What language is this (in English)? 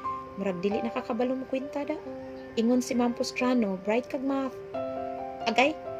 Cebuano